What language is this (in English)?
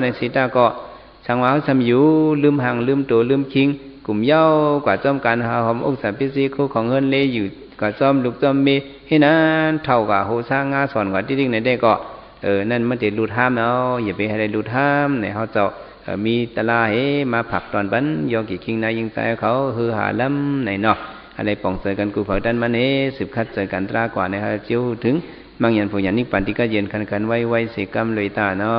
Shan